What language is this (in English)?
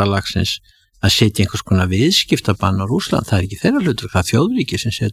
Icelandic